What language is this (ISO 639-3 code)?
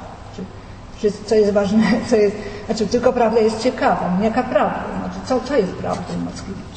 pol